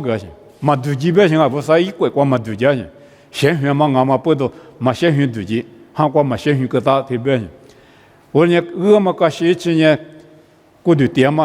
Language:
Lisu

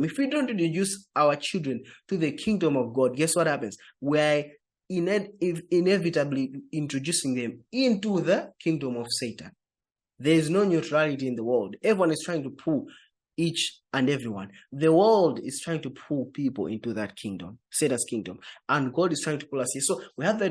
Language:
English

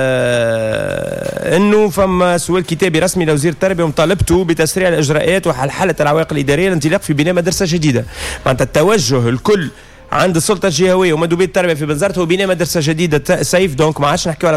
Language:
Tunisian Arabic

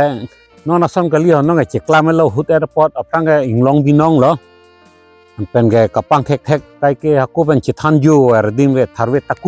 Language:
Karbi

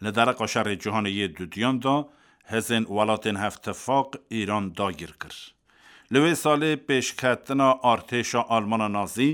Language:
Kurdish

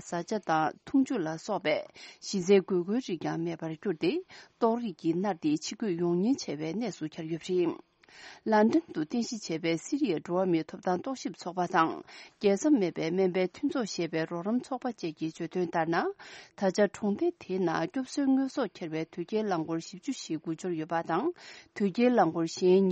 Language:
Tibetan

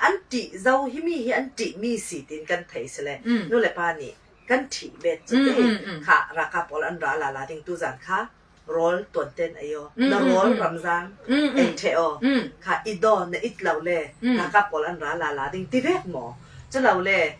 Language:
Falam Chin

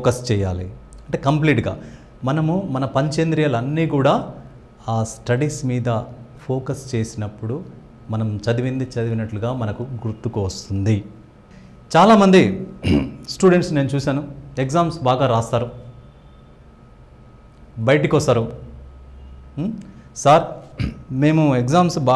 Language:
Telugu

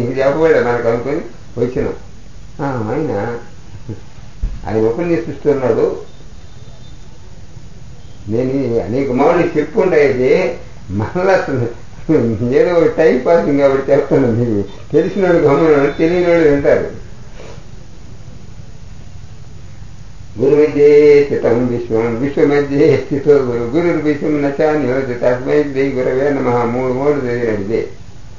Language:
Telugu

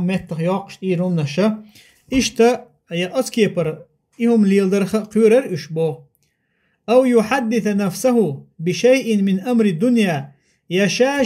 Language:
Chechen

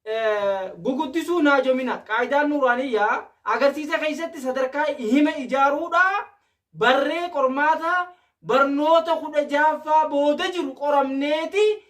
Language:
Oromo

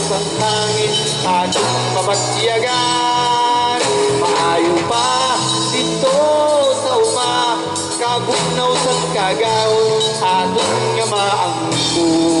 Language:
Hiligaynon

